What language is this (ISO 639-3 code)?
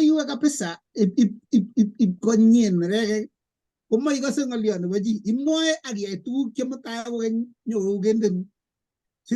kln